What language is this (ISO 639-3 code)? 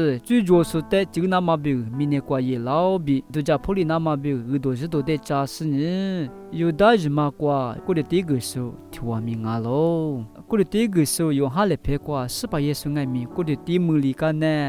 lis